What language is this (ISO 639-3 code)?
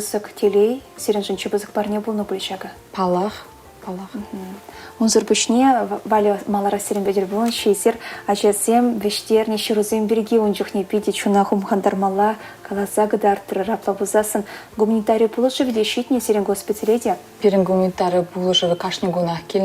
chv